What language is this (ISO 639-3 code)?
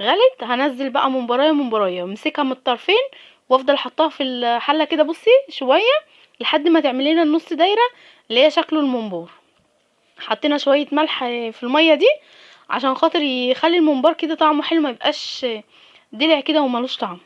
arz